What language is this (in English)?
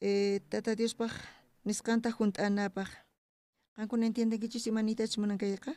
South Bolivian Quechua